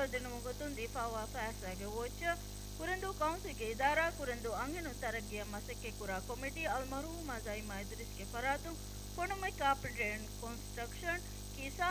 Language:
Divehi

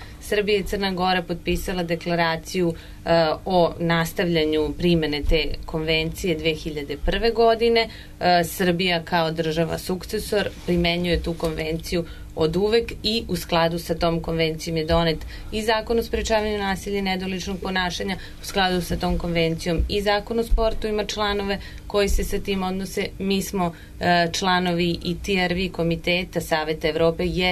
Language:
Serbian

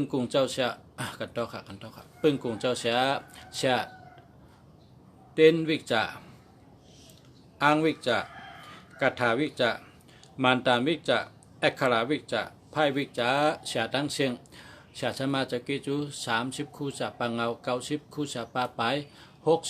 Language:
Shan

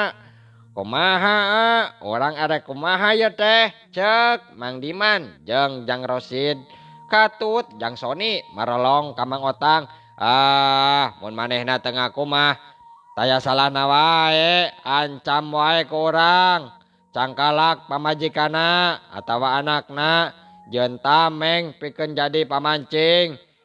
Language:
Sundanese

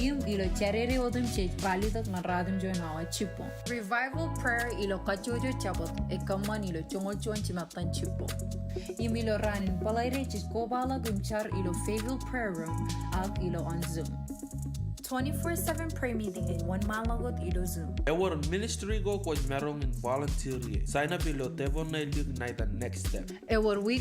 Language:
Marshallese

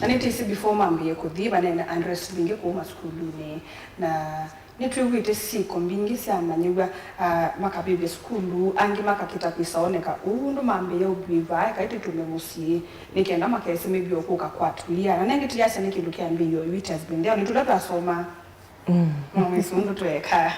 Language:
Kamba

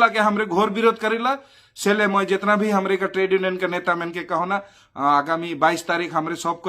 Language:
Sadri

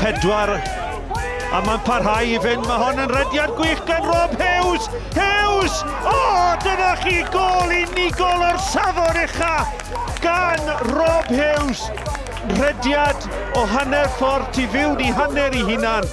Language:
Welsh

